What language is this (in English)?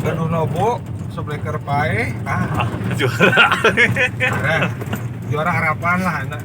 Sundanese